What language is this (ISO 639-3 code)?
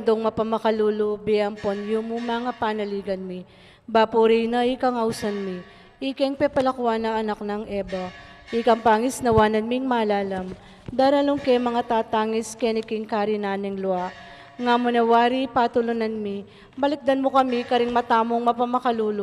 pam